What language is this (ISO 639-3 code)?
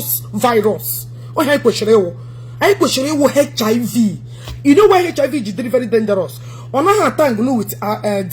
ibo